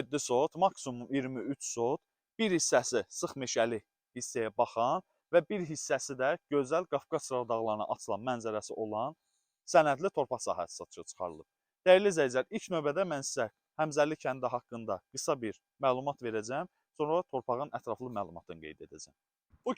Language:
Azerbaijani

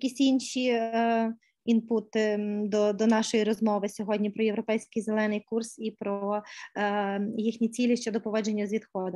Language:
Ukrainian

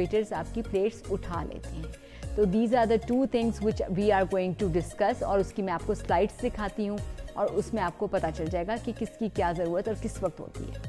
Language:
Urdu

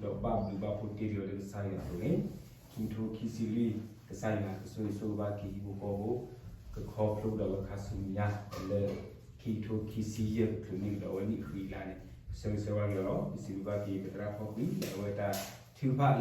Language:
S'gaw Karen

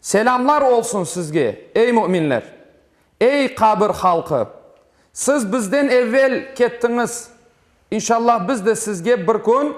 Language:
Crimean Tatar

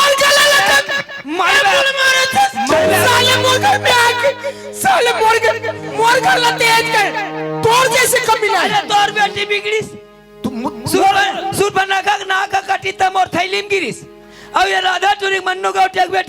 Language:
Chhattisgarhi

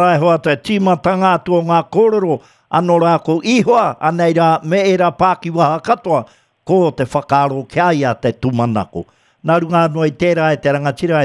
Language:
Māori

